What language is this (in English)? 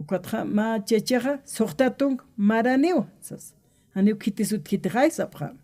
Aymara